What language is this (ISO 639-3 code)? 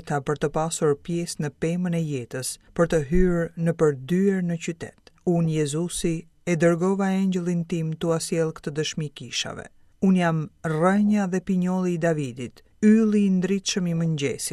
sqi